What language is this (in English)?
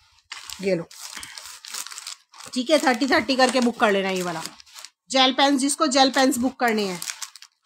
Hindi